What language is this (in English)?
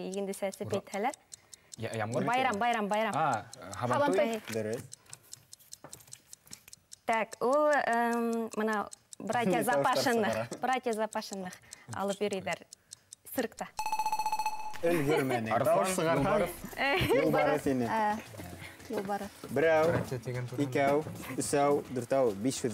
Bashkir